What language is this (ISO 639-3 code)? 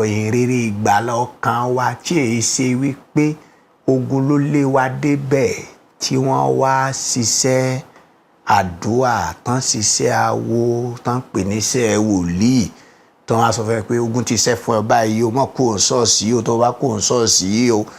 yor